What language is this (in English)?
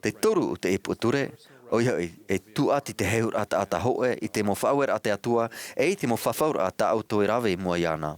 Tahitian